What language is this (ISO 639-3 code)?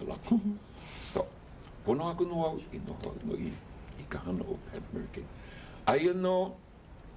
haw